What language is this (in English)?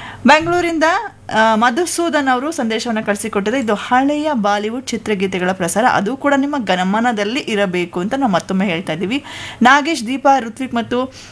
Kannada